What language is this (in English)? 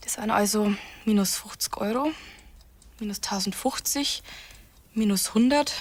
Bavarian